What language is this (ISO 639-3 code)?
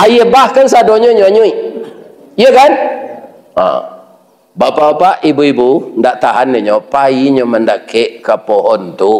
min